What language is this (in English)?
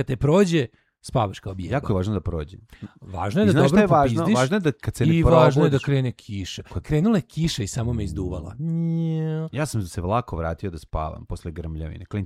Serbian